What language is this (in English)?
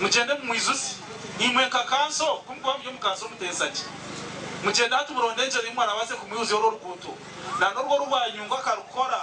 Nyankole